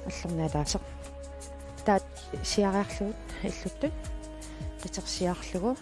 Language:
Kalaallisut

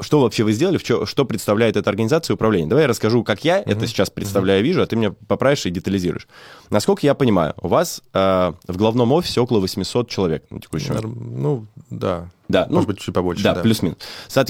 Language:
Russian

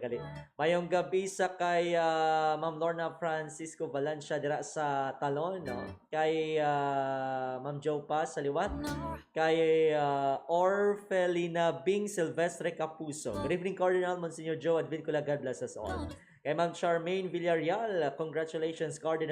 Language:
Hiligaynon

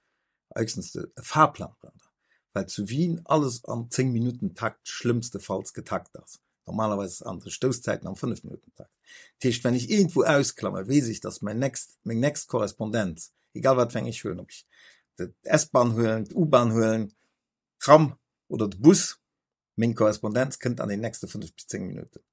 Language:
Luxembourgish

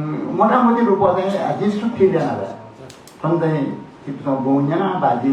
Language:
Newari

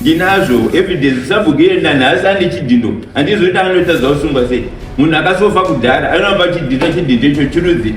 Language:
Shona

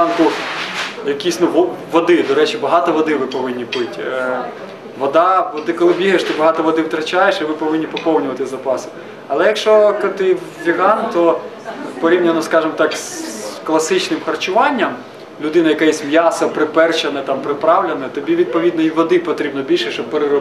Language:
Ukrainian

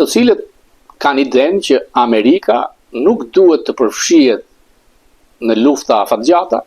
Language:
Albanian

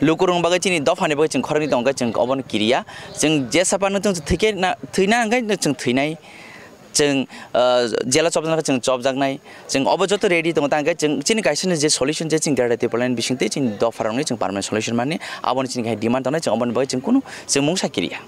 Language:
Kok Borok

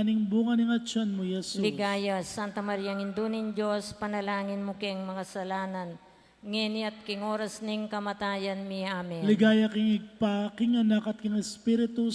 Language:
Pampanga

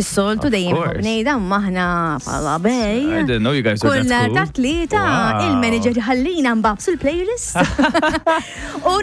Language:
Maltese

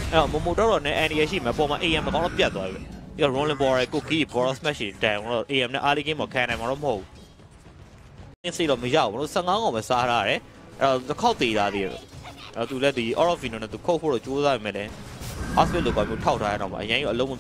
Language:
Burmese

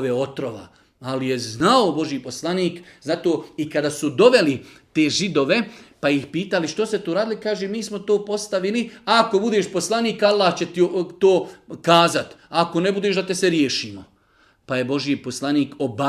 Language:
Serbian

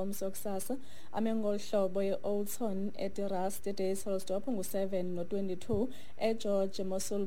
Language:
Xhosa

